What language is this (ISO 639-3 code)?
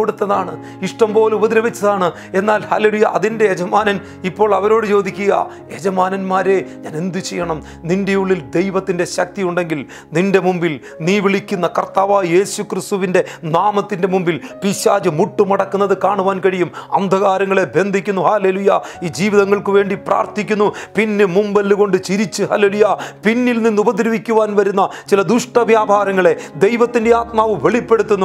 mal